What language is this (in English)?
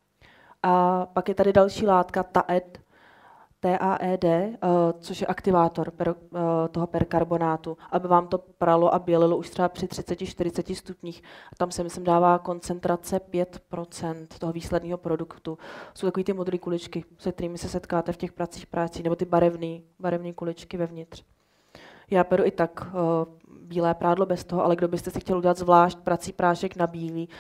Czech